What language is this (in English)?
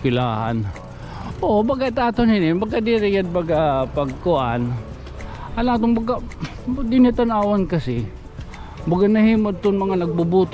Waray